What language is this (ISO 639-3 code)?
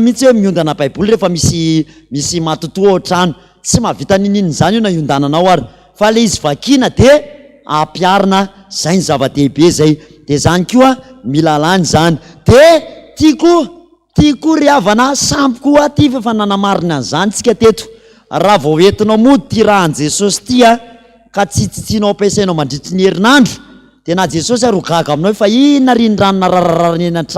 mlg